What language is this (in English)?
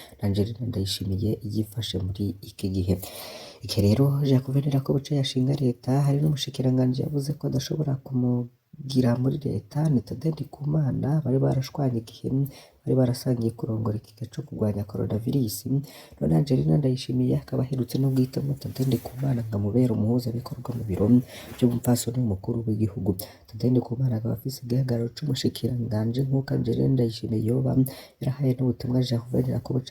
Rundi